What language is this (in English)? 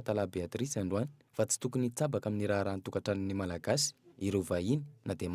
Malagasy